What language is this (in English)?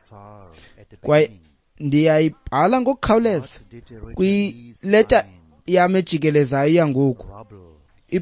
Xhosa